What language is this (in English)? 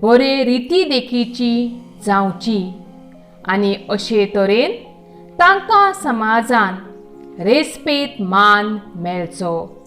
Konkani